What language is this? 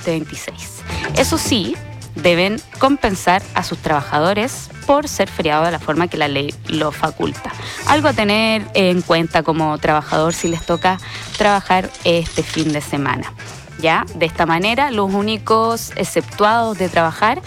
Spanish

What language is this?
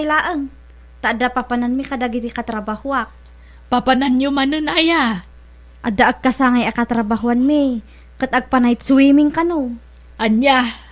Iloko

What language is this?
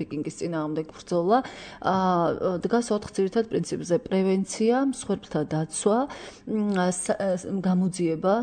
Georgian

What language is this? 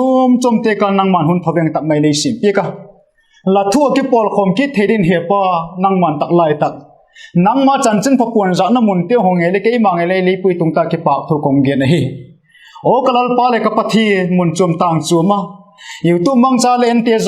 Vaiphei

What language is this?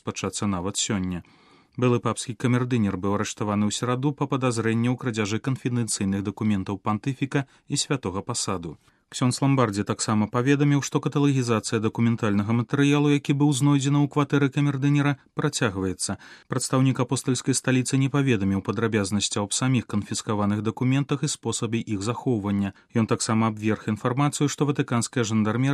Belarusian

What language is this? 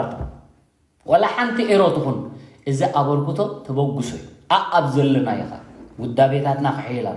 Tigrinya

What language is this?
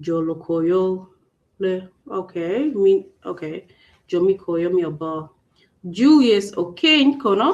Acoli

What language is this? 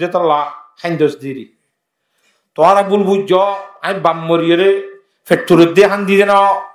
Rohingya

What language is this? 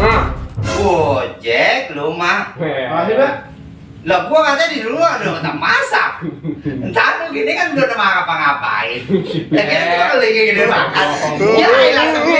Betawi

